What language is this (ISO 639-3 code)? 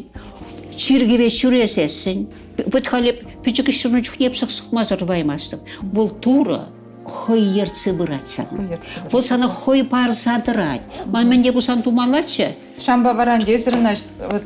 chv